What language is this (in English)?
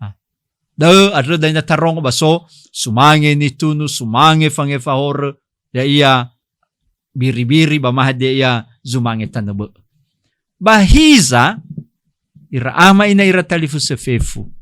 Nias